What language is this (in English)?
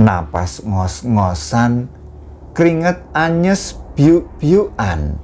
Javanese